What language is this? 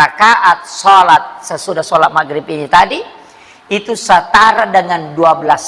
Buginese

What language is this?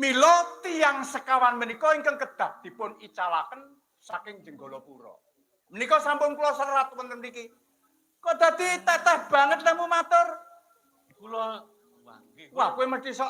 Javanese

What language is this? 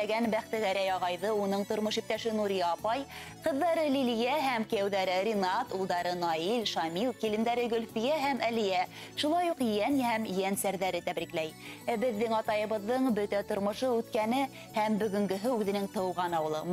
Bashkir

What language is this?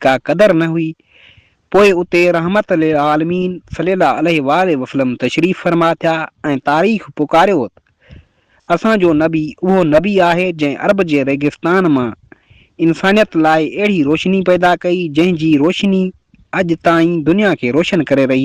Sindhi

